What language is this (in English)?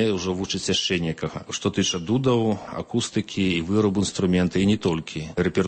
Belarusian